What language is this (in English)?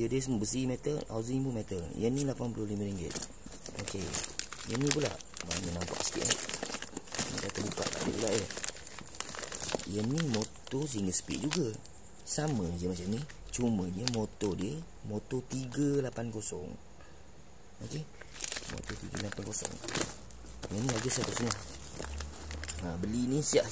Malay